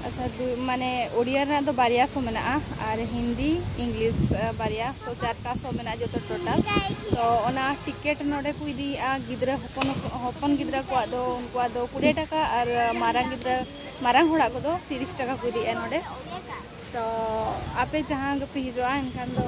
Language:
Santali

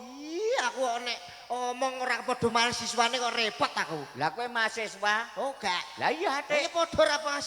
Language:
Javanese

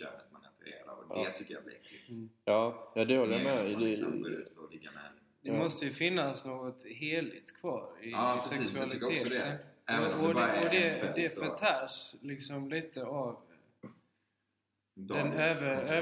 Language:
Swedish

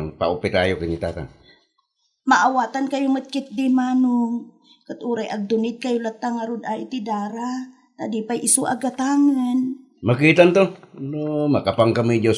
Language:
Iloko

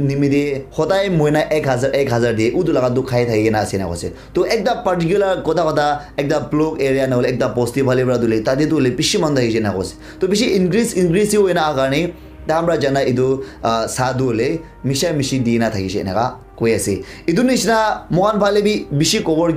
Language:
Naga Pidgin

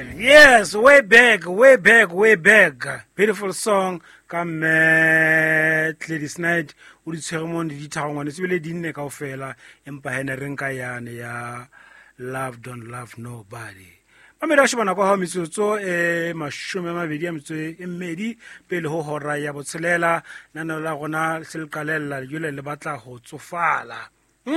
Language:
Southern Sotho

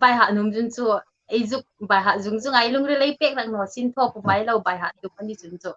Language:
Hmar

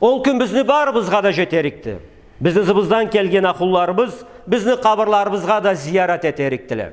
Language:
Karachay-Balkar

